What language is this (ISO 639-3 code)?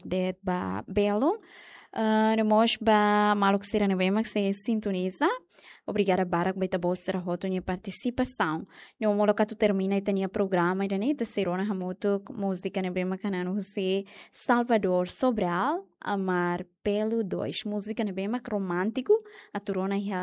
tet